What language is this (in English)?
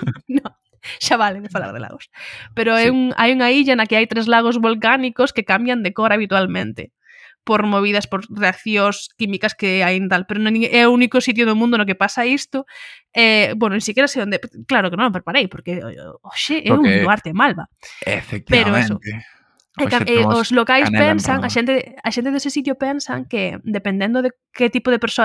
Galician